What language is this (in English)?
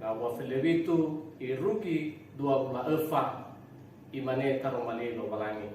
Nias